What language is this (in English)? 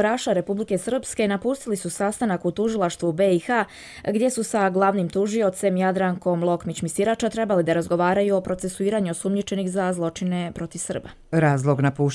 Croatian